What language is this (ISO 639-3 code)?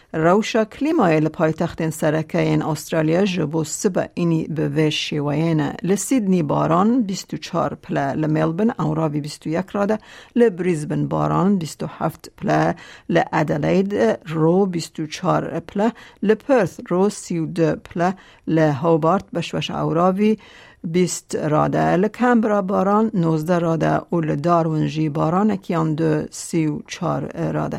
kur